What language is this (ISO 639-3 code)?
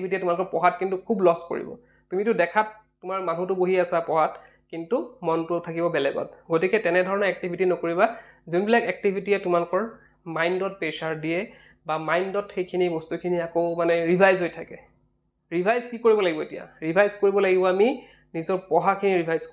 asm